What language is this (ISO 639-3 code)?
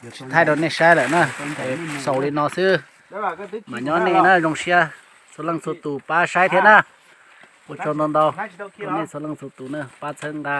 hmn